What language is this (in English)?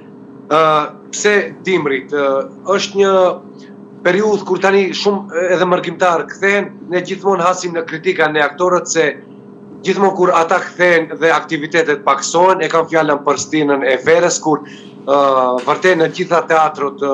Albanian